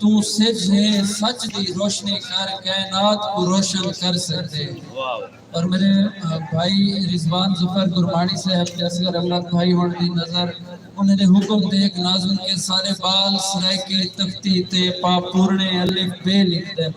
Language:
Saraiki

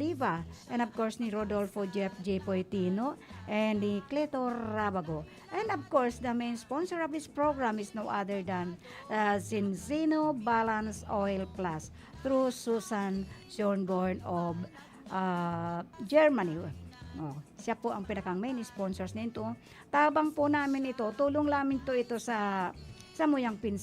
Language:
Bikol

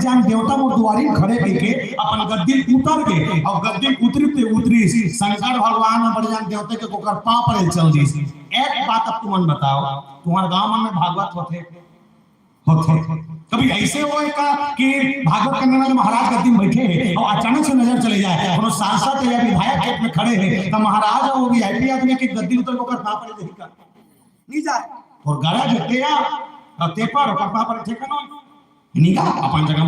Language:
Chhattisgarhi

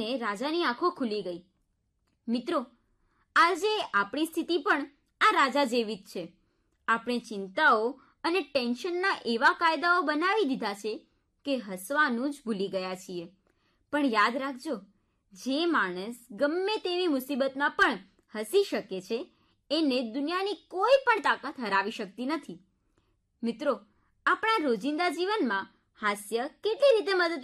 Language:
Gujarati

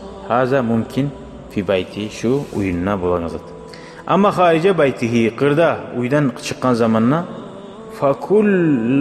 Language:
Kumyk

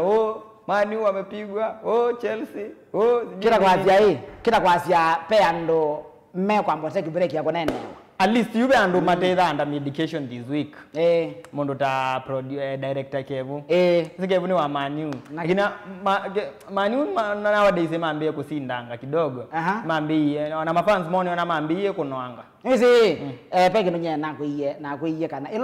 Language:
Kamba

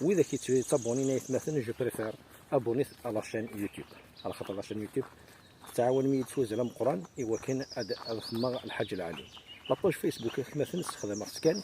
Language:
Kabyle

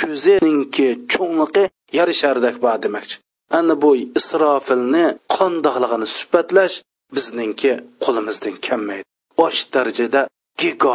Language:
Uyghur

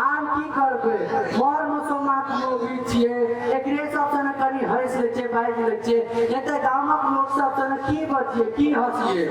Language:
Maithili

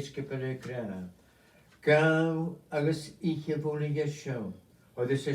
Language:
Scottish Gaelic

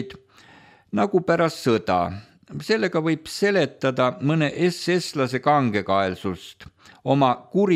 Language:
Estonian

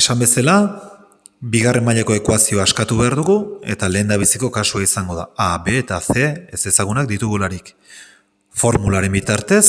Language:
Basque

